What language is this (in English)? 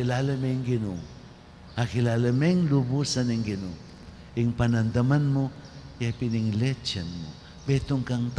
Pampanga